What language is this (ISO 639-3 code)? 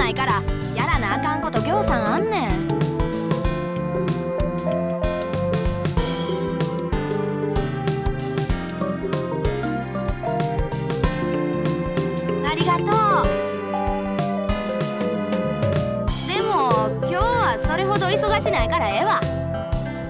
jpn